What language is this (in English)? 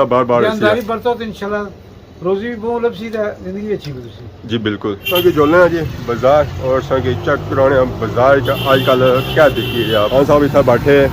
Pahari-Potwari